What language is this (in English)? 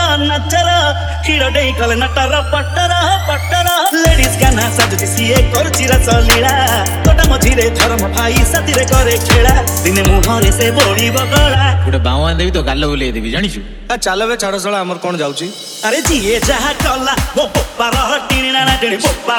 Odia